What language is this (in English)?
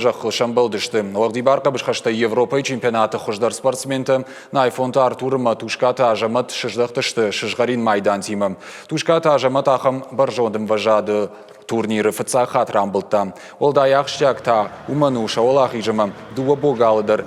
Ossetic